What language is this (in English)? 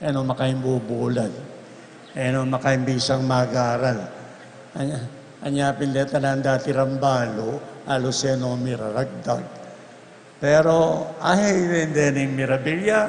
Pampanga